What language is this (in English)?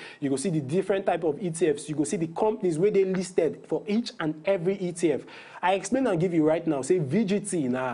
Nigerian Pidgin